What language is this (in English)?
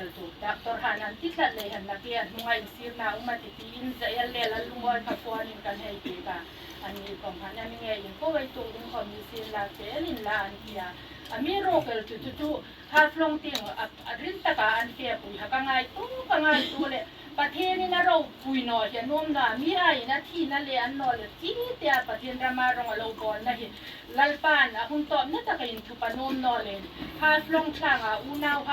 Hmar